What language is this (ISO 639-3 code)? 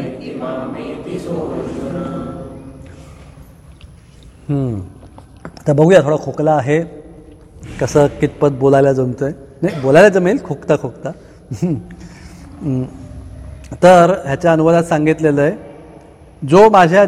mar